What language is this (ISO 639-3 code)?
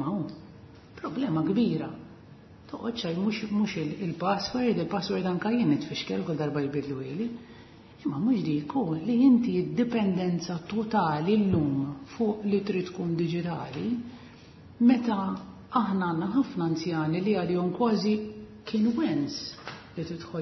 mlt